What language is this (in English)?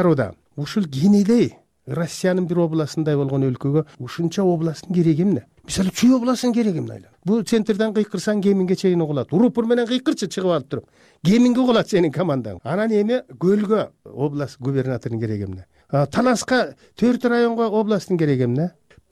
Kyrgyz